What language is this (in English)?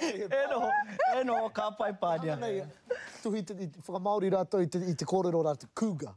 Māori